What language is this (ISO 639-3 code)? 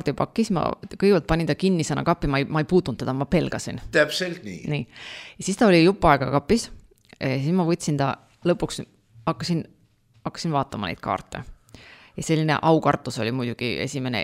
est